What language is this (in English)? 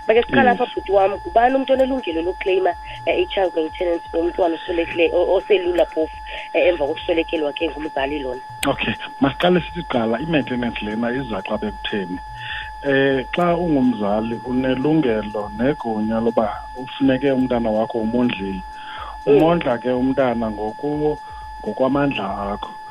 Xhosa